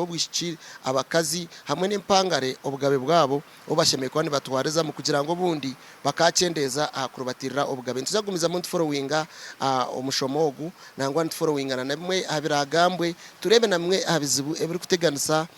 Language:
Nyankole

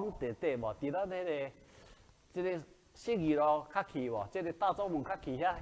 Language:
Min Nan Chinese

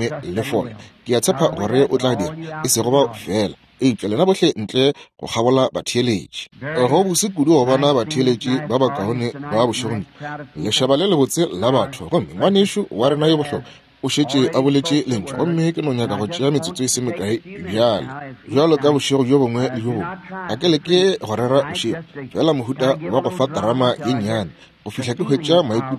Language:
Northern Sotho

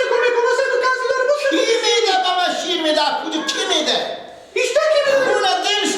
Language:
Persian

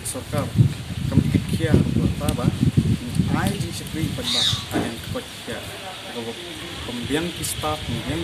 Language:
Khasi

